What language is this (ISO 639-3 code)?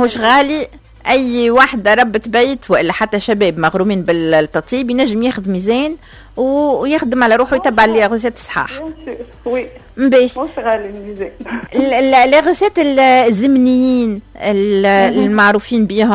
aeb